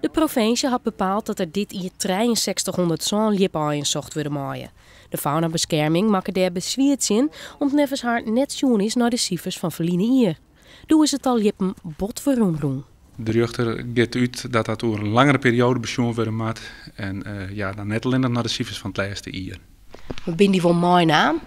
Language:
Western Frisian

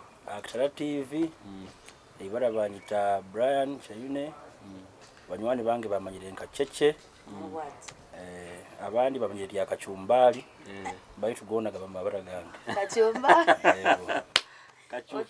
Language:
Nyoro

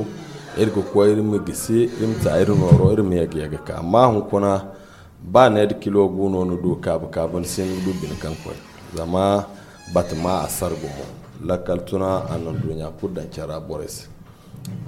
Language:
Zarma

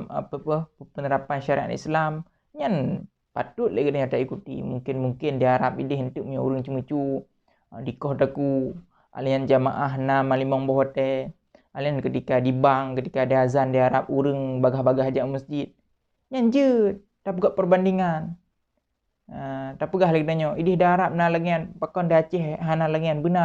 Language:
Achinese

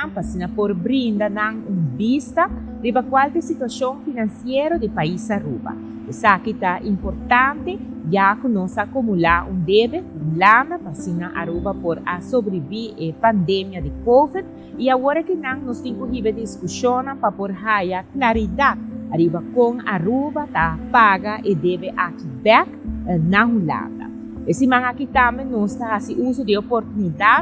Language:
Papiamento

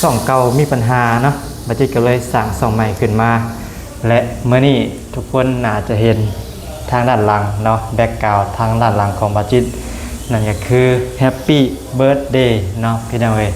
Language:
Lao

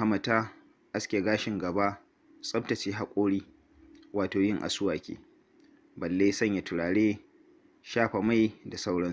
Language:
Hausa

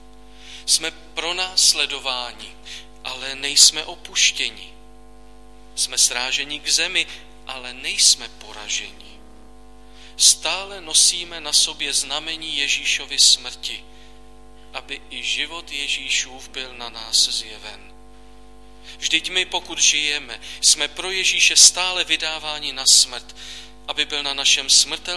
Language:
Czech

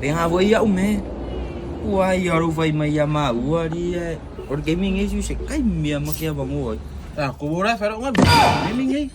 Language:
Samoan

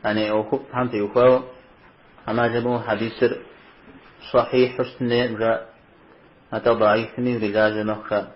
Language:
Kabardian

